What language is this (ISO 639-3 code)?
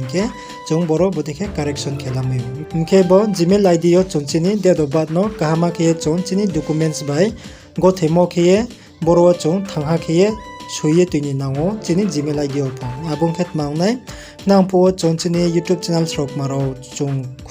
ria